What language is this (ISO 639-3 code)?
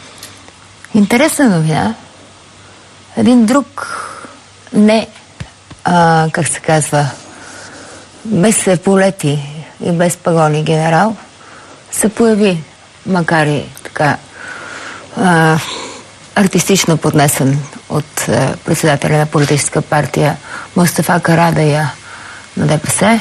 bul